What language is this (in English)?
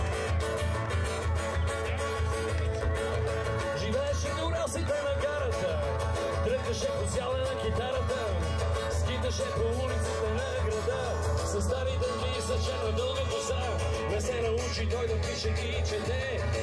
Bulgarian